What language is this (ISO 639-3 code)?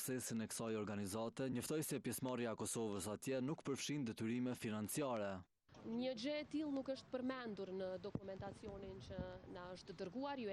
sqi